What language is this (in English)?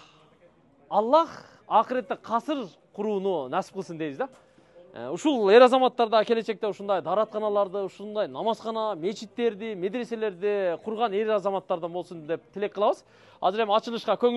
Kyrgyz